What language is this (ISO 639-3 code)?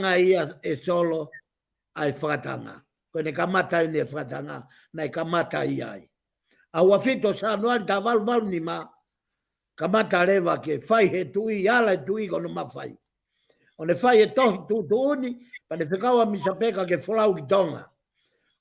ton